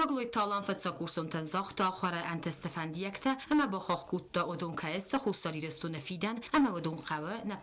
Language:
Ossetic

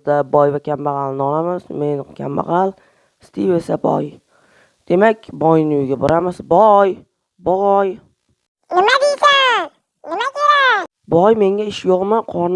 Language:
Uzbek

